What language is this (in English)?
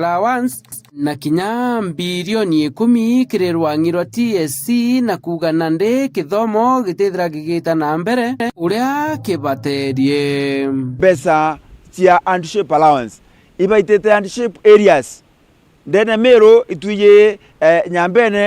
Meru